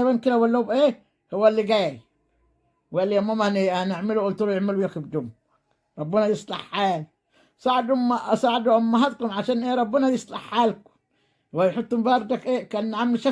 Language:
Egyptian Arabic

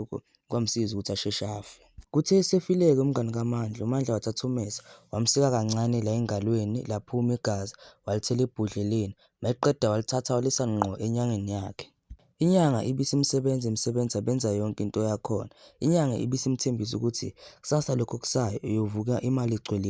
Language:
Zulu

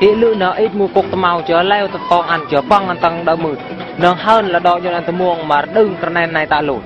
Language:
Eastern Bru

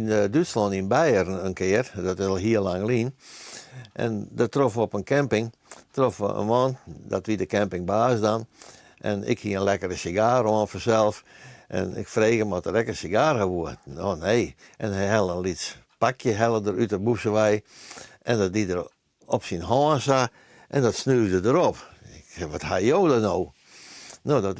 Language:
Western Frisian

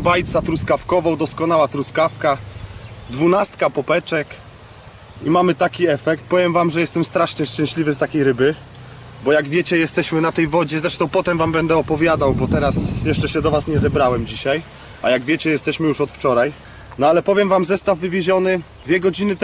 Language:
Polish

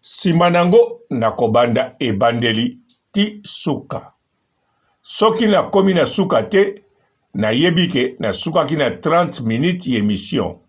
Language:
Lingala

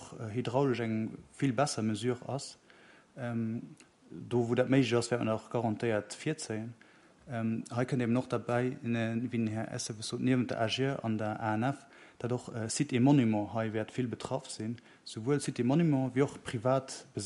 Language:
Luxembourgish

